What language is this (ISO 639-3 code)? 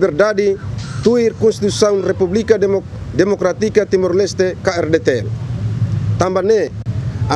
tet